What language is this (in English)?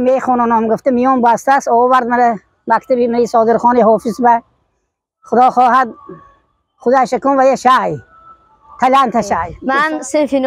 Tajik